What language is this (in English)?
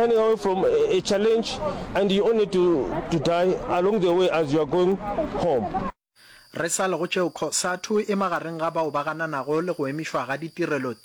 Northern Sotho